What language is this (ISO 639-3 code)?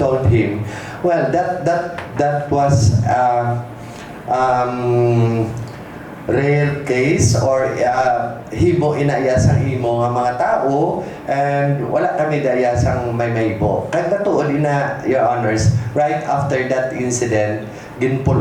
hil